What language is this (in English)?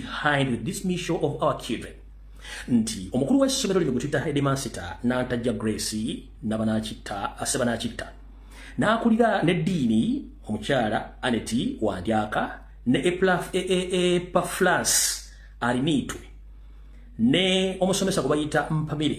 Ganda